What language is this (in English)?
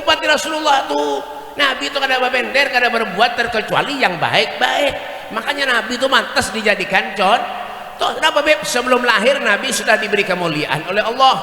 Banjar